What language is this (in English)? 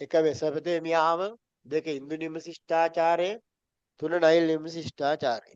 Sinhala